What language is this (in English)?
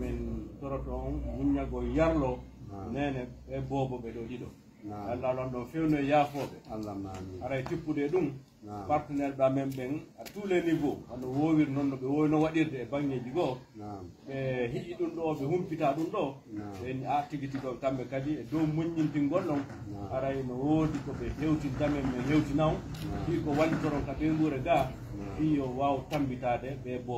Pular